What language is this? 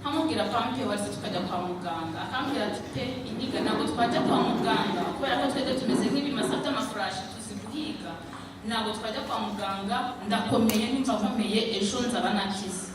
Kinyarwanda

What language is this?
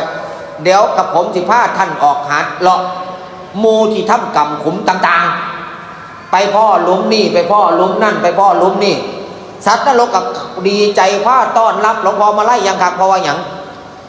Northeastern Thai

